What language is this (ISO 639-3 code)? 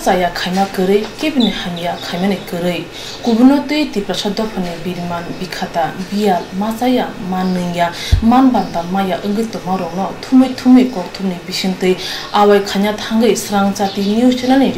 trp